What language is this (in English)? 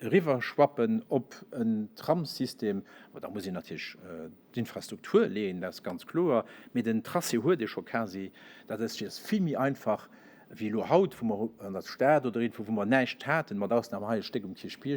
Luxembourgish